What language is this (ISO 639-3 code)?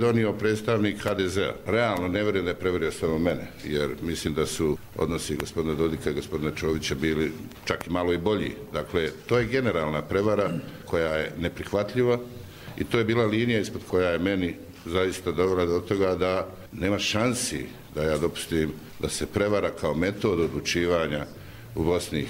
bos